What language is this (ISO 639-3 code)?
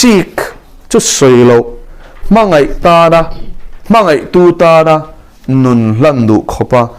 lus